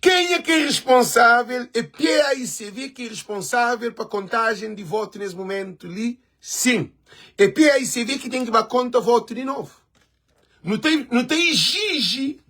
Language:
Kabuverdianu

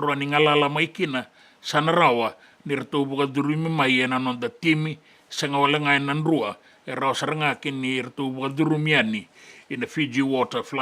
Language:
Fijian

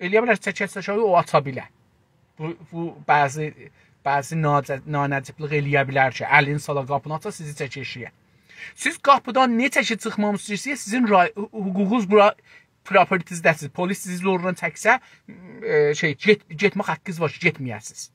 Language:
South Azerbaijani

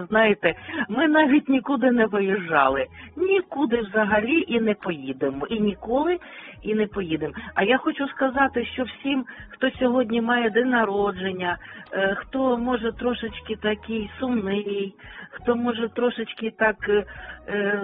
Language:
Ukrainian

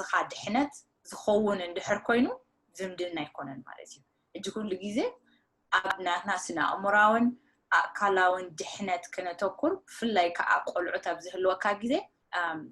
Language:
Tigrinya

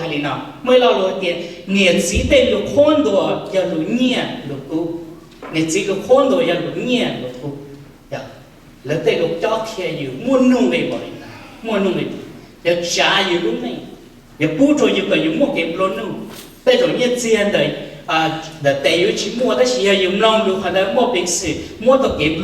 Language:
Hmong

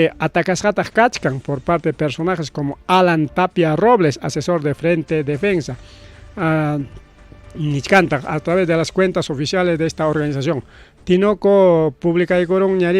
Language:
Ayacucho Quechua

